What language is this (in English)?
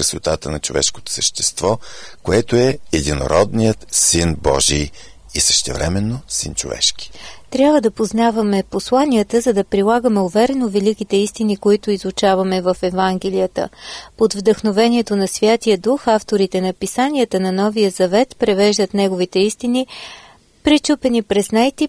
Bulgarian